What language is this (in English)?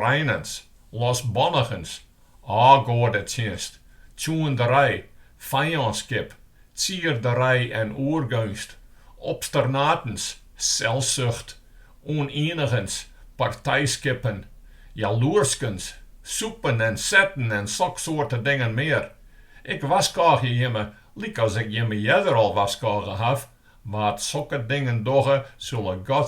Western Frisian